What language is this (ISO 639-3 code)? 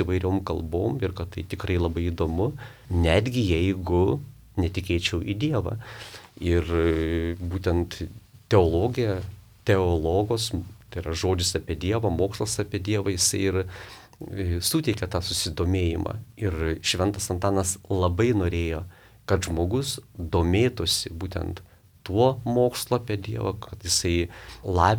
lit